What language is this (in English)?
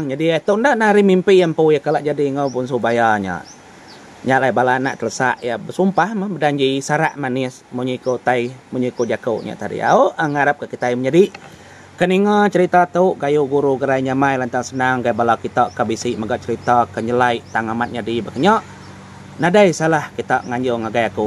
Iban